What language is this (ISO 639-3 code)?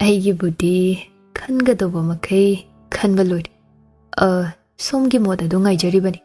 mni